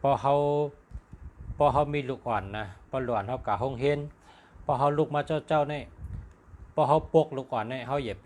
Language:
Shan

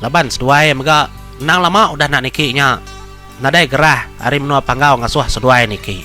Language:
Iban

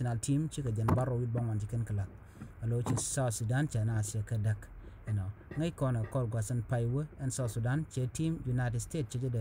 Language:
Nuer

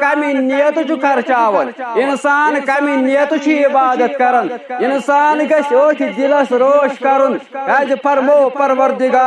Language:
Kashmiri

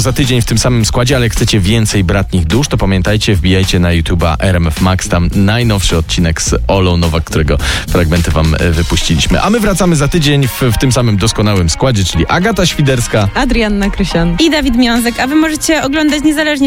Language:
Polish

